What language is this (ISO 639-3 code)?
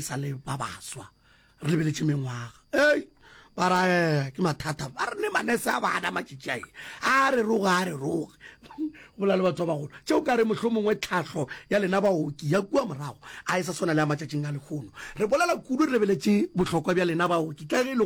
nso